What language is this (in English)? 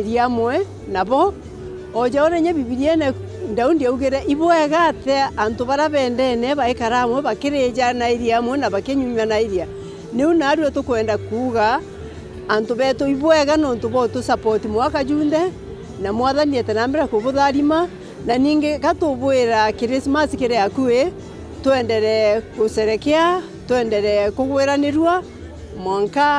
Meru